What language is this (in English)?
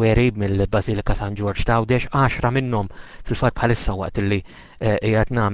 Maltese